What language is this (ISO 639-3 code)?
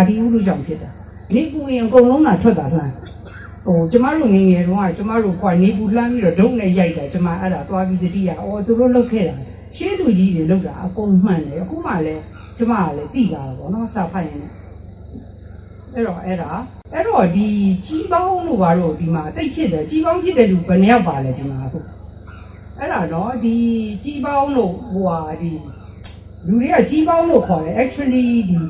mya